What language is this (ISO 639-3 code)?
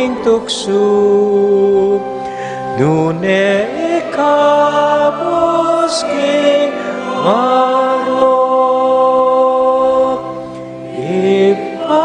pam